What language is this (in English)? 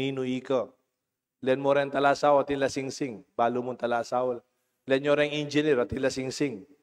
Pampanga